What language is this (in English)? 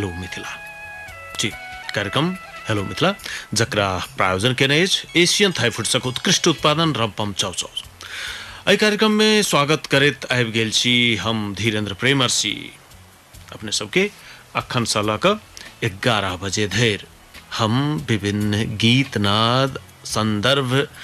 Maithili